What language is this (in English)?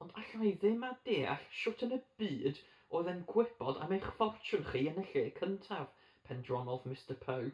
Welsh